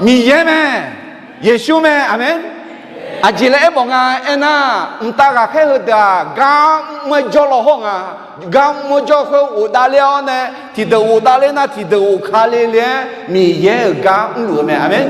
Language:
Akha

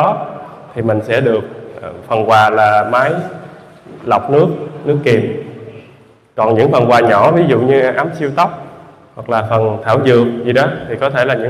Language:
Vietnamese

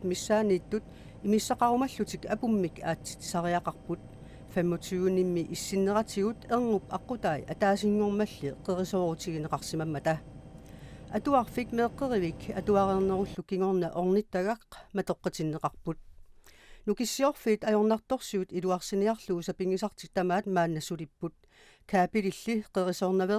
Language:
Kalaallisut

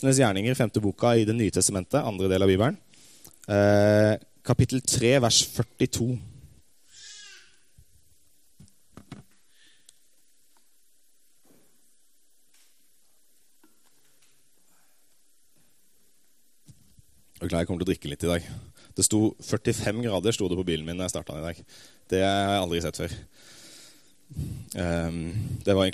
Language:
Norwegian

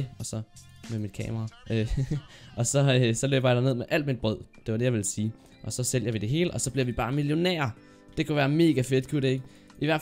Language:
Danish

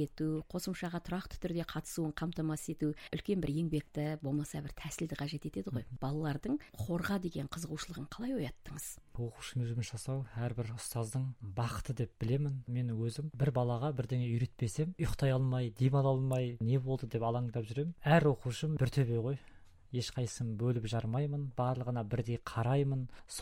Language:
Kazakh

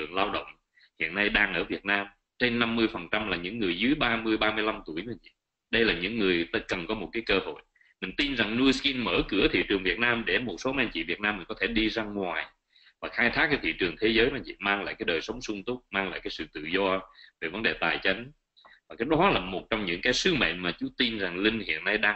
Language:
Vietnamese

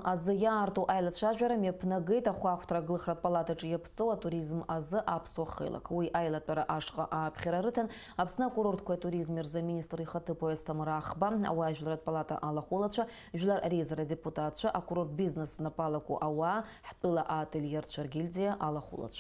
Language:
Abkhazian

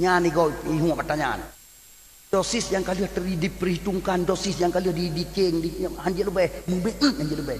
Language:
Achinese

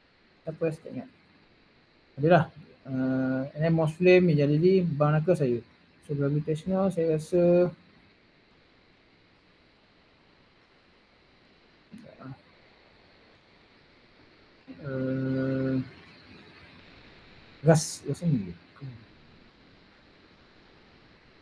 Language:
Malay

